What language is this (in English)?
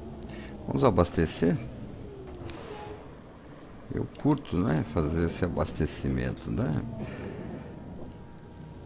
Portuguese